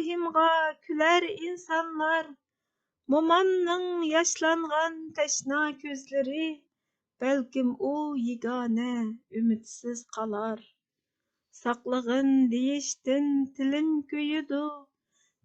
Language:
Uyghur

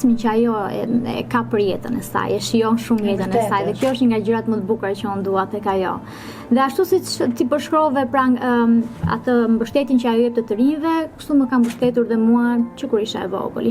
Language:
Albanian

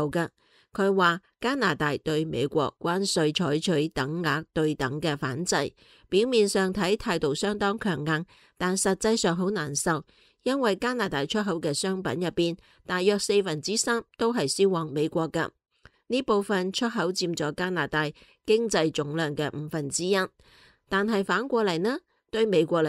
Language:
Cantonese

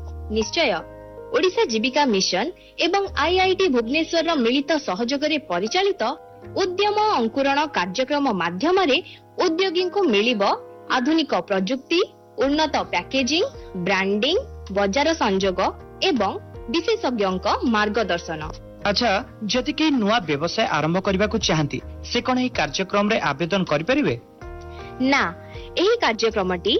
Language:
Odia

